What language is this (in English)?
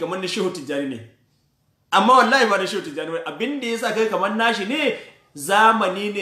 Hausa